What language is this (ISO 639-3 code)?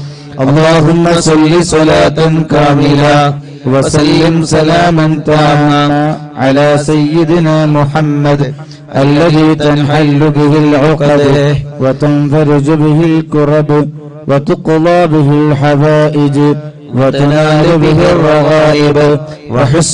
mal